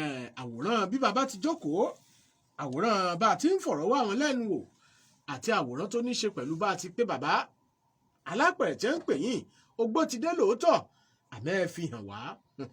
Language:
Yoruba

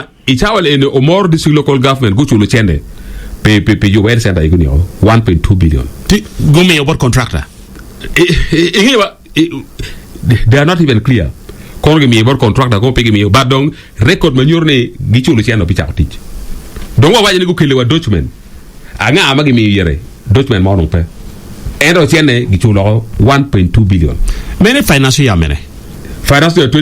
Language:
Acoli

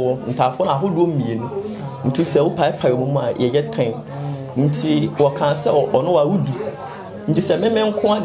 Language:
Akan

